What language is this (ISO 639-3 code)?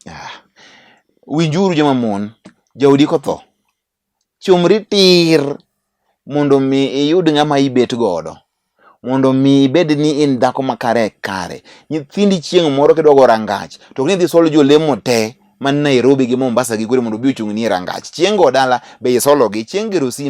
luo